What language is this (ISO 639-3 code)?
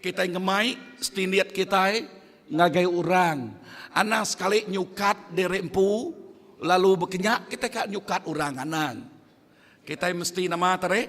iba